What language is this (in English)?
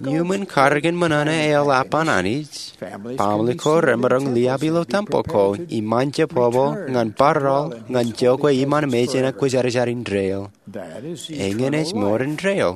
Marshallese